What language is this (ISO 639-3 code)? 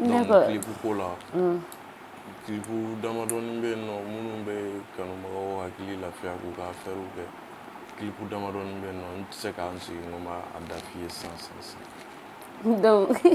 bam